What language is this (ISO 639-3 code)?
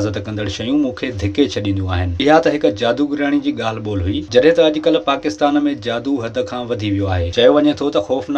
snd